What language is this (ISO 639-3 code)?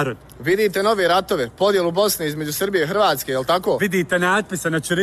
bos